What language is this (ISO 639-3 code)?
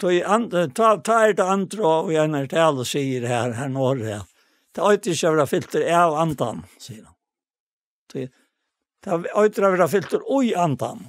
fao